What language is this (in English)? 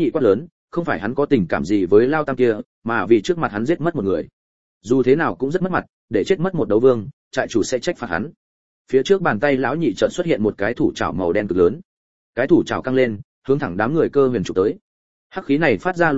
Vietnamese